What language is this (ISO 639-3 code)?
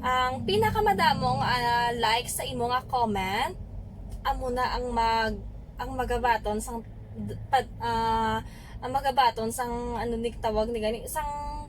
hil